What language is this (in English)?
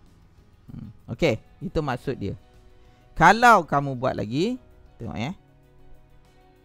Malay